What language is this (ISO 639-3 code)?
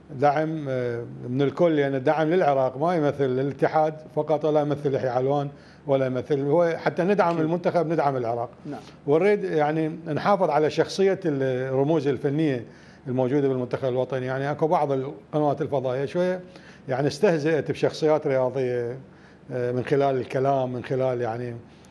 acm